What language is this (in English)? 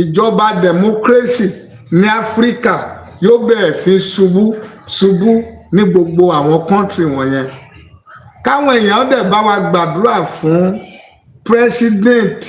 Yoruba